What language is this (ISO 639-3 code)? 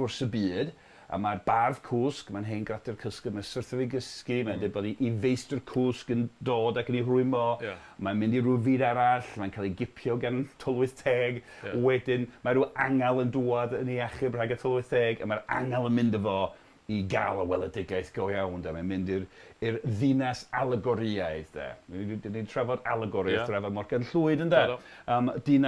cym